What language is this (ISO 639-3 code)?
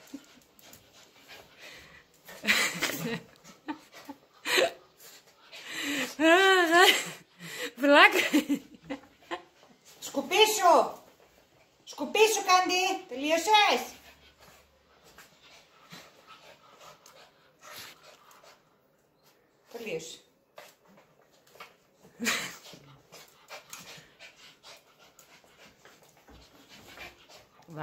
ell